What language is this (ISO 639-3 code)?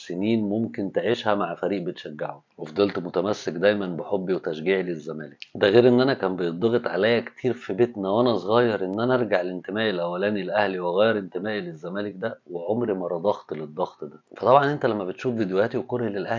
arz